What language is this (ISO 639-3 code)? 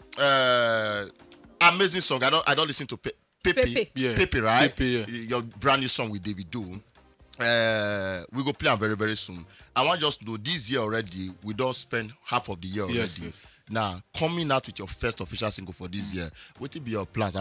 pcm